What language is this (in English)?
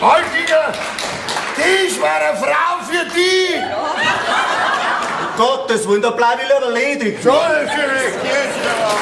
Bavarian